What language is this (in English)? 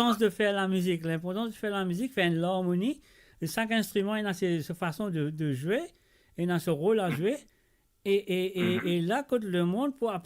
Morisyen